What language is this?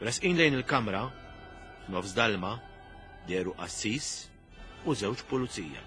Maltese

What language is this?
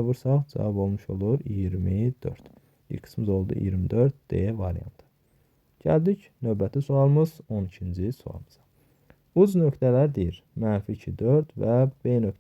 Azerbaijani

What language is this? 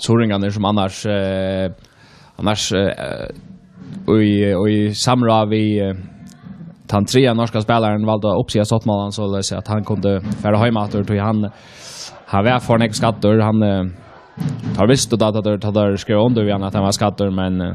Faroese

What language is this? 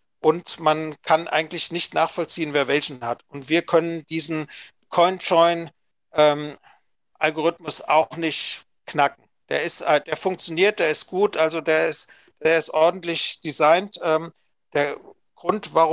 German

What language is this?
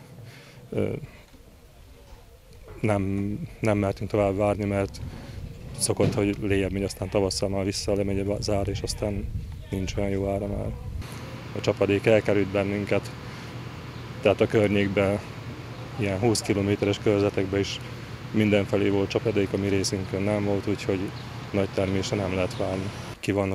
Hungarian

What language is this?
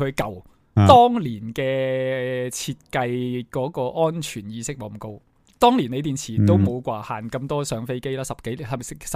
Cantonese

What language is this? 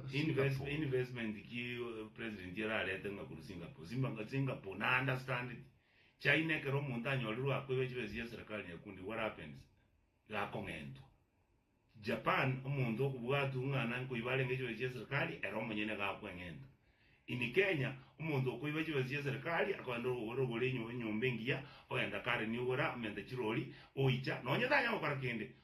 Gusii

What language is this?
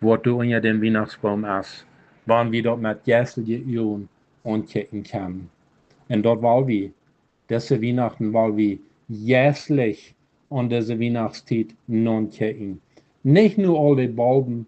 Plautdietsch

